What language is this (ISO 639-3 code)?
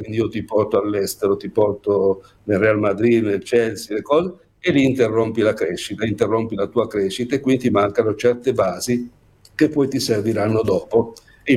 ita